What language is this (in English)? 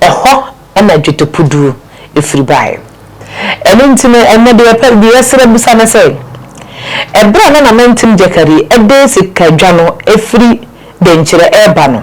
Akan